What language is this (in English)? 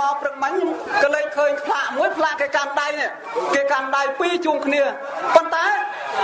Khmer